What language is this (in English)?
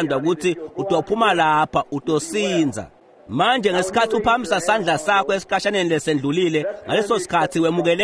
Swati